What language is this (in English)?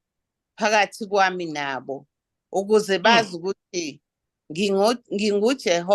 Zulu